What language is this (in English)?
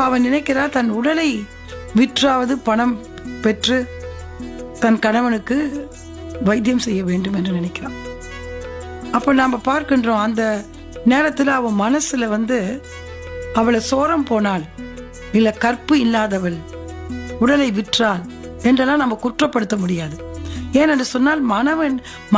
Tamil